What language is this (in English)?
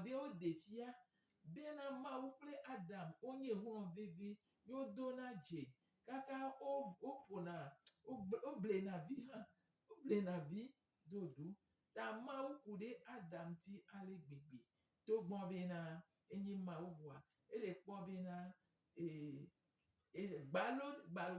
Gen